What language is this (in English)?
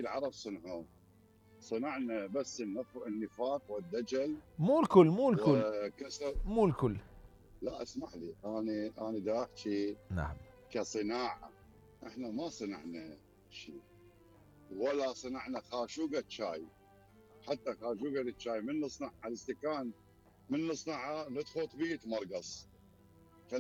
Mesopotamian Arabic